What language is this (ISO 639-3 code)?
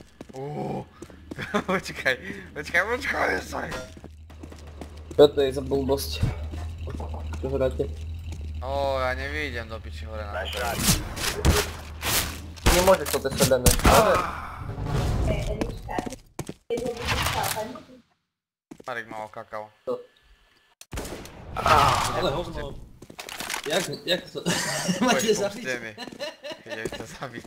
slk